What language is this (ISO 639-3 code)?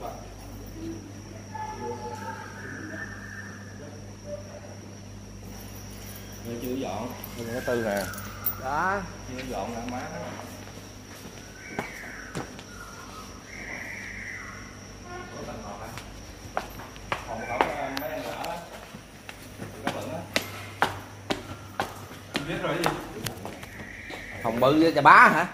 vie